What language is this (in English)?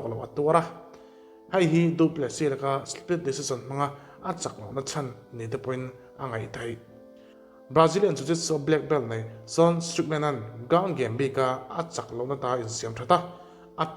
Mizo